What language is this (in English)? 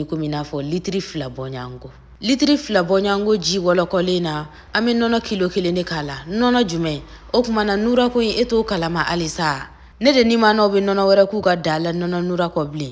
Bambara